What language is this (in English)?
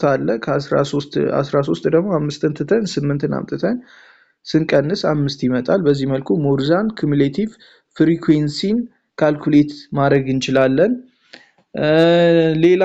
Amharic